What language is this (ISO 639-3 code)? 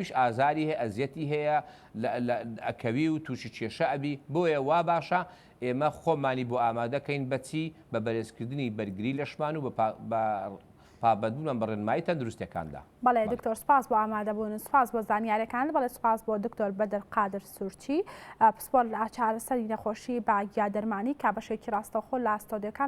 ckb